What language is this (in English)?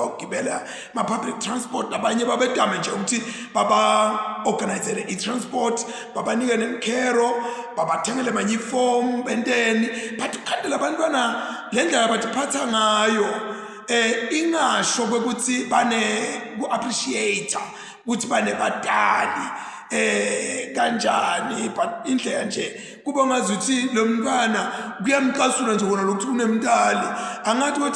Zulu